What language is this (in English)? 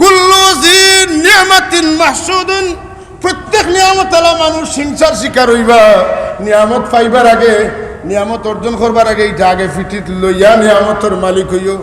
Sylheti